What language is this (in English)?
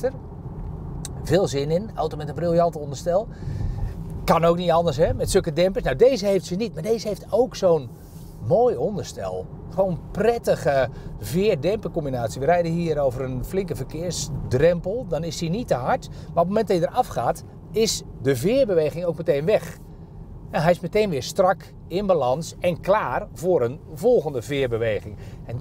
Dutch